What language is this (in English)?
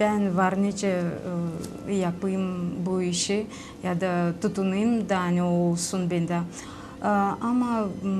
Gagauz